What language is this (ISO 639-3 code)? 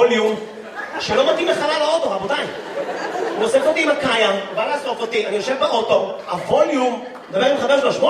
heb